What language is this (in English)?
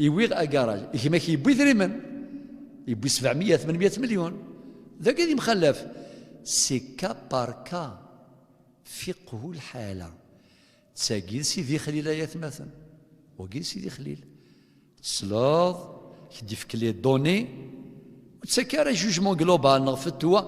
Kabyle